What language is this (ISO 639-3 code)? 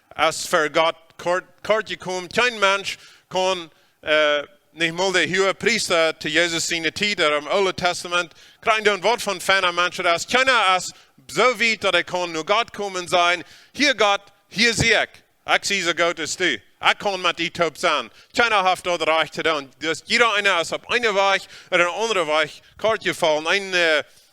pdt